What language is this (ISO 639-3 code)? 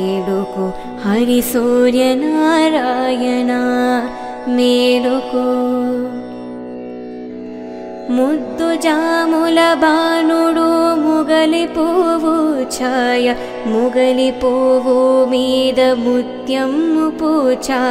tel